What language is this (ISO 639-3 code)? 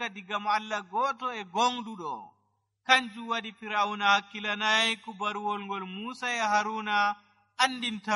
fuv